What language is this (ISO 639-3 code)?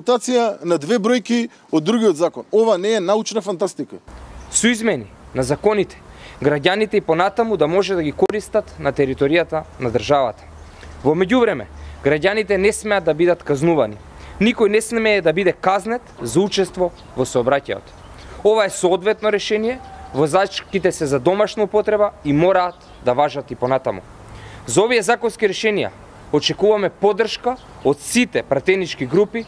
mkd